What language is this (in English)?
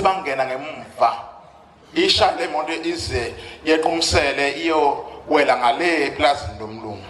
Zulu